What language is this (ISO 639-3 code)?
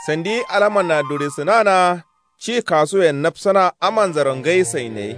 kau